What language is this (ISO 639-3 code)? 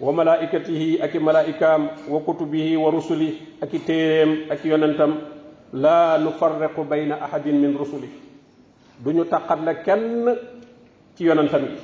wol